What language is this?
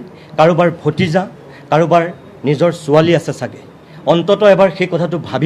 Assamese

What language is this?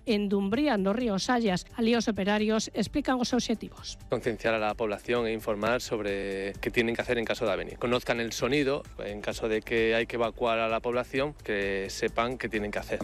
Galician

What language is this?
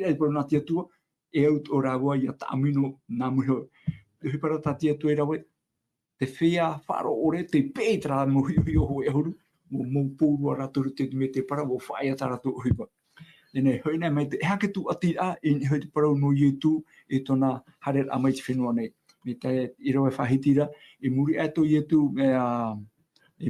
Tahitian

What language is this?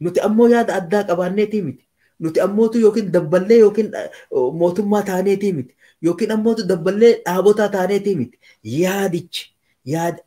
Oromo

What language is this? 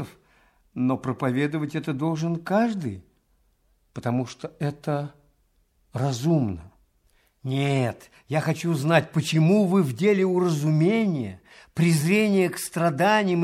Russian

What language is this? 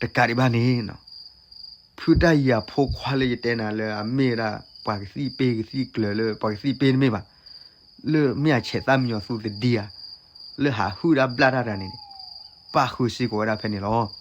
S'gaw Karen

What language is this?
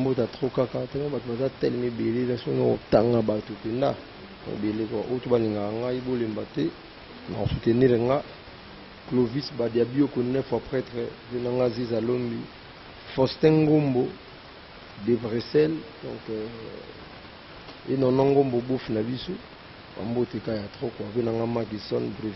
Lingala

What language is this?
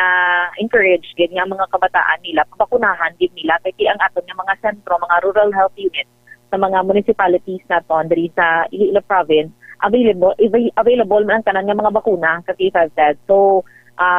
Hiligaynon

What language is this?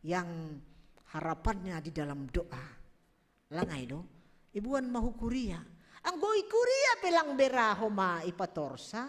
Batak Simalungun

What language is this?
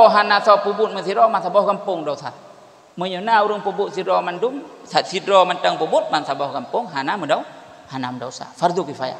Achinese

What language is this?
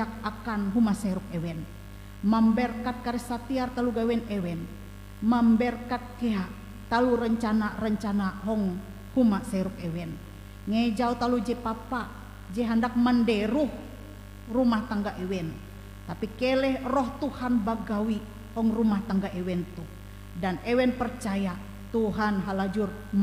Ngaju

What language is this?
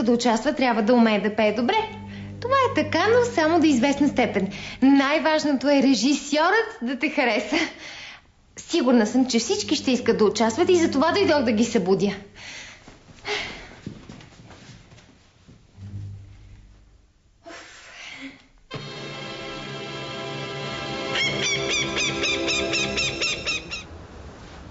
Bulgarian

